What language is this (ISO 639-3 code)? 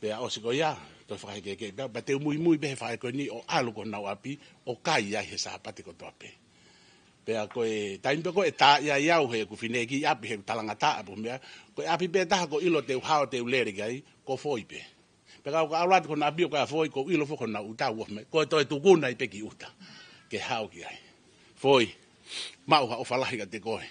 ton